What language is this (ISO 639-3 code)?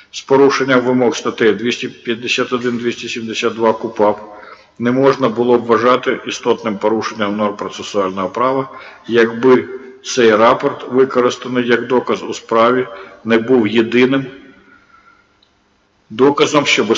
ukr